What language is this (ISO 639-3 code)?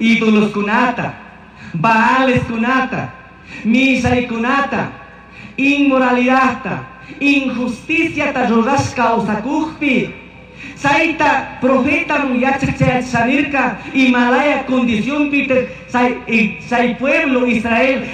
qug